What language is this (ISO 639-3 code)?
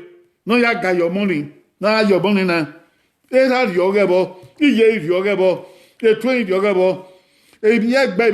bin